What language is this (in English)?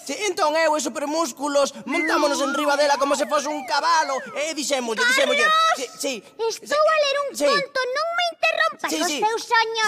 Galician